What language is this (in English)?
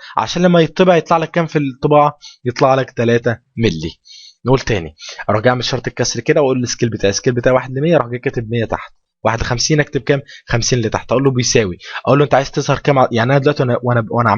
Egyptian Arabic